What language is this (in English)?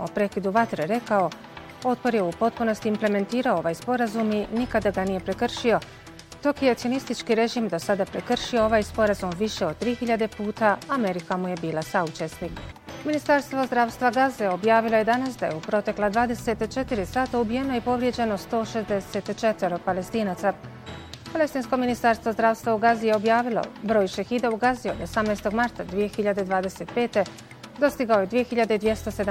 Bosnian